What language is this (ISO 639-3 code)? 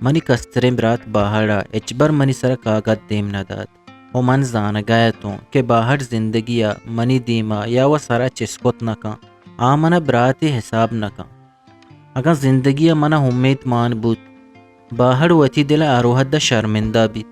bgp